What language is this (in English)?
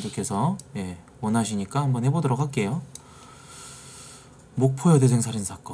Korean